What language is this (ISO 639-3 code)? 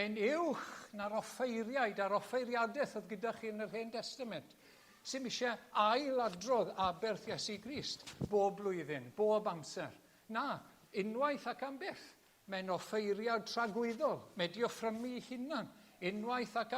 cym